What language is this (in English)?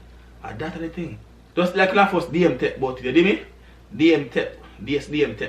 Jamaican Creole English